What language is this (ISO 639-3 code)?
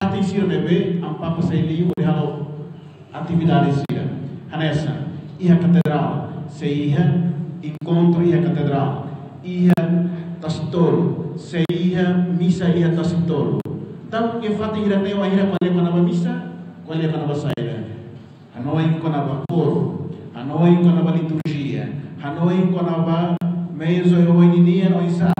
tet